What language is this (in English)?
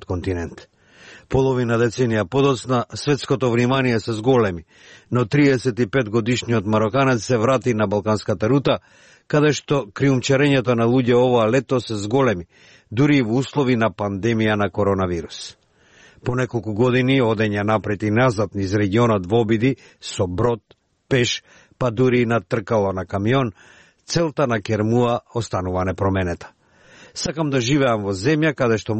Macedonian